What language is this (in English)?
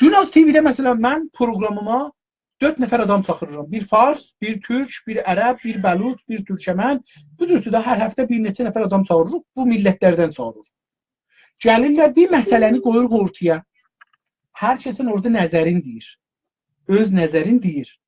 South Azerbaijani